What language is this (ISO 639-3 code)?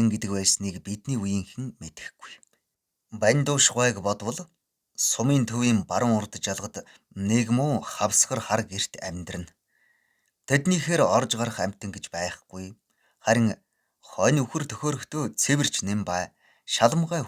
mon